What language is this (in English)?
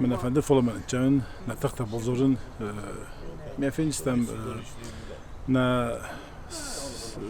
Ossetic